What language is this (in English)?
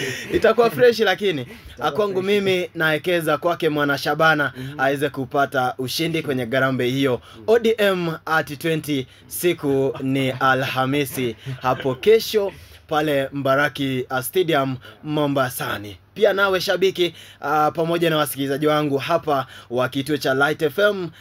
Swahili